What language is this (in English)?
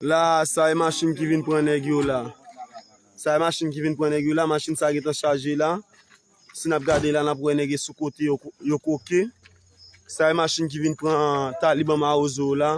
Haitian Creole